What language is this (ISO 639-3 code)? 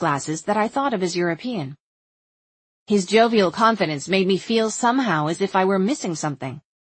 eng